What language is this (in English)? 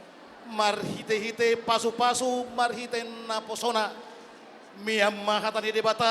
Batak Toba